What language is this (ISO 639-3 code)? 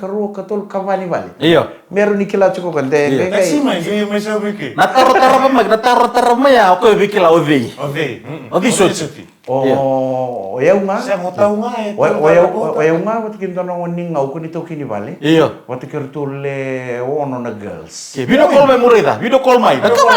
fij